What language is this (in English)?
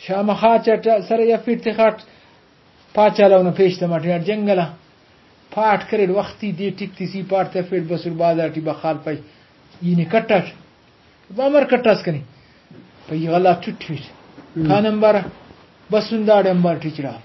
Brahui